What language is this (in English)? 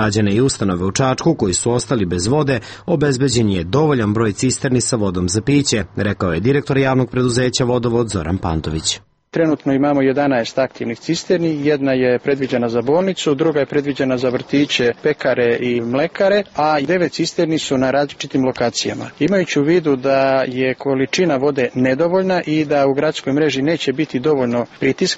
Serbian